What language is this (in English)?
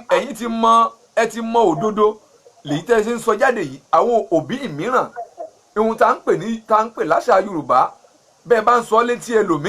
Yoruba